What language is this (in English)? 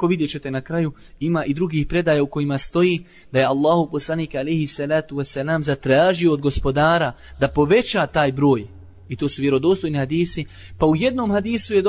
Bosnian